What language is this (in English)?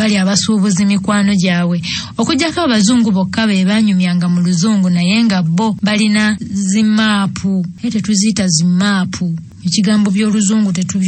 Ganda